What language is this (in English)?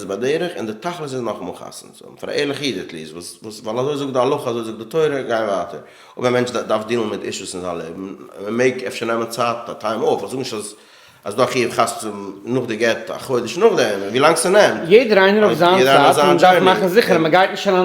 Yiddish